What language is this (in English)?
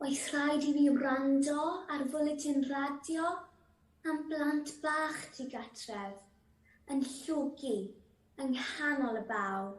Welsh